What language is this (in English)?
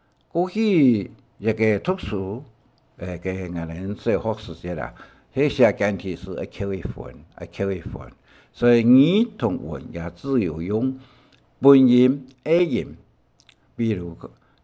Hakka Chinese